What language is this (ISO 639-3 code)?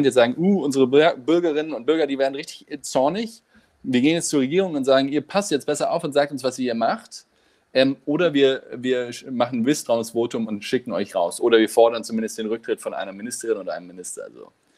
deu